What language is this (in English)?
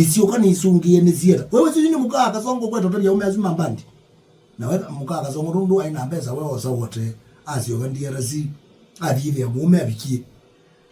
Kamba